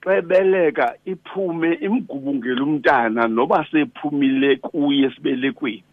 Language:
Xhosa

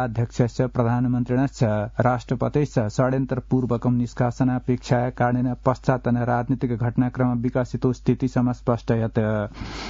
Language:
Sanskrit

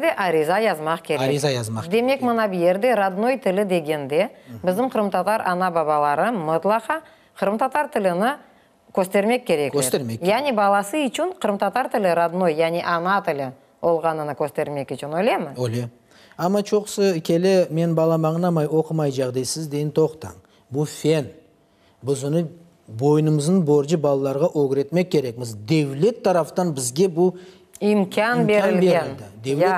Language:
Crimean Tatar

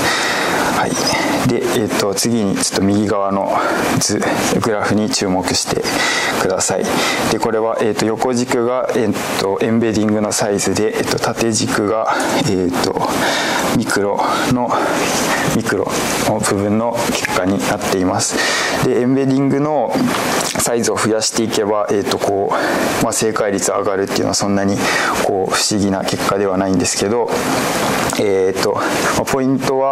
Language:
Japanese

